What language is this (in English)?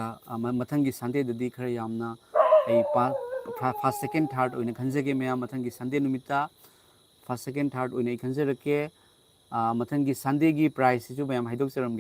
Manipuri